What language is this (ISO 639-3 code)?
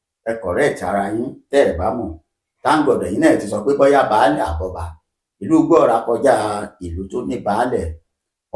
yor